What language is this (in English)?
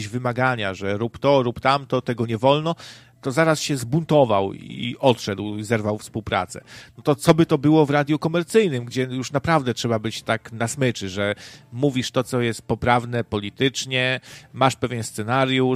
Polish